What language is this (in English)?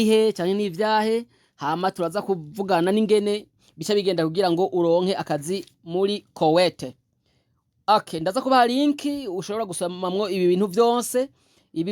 Rundi